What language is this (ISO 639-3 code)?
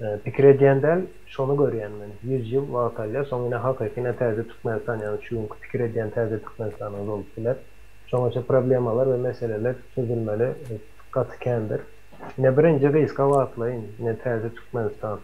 tuk